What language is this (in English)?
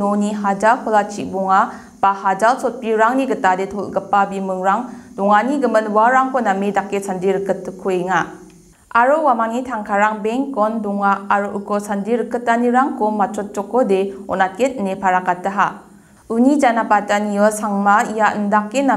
Garo